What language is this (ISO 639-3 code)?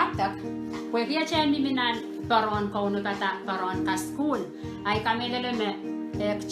pon